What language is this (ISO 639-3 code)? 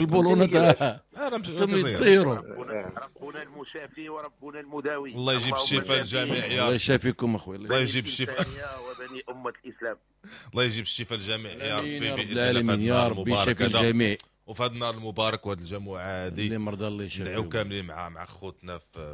ary